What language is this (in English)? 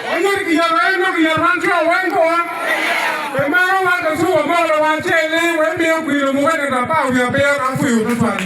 Acoli